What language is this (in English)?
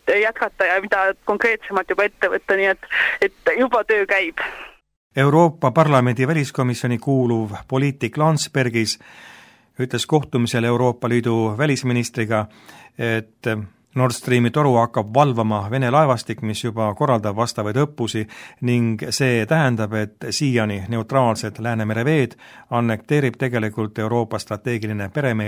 Estonian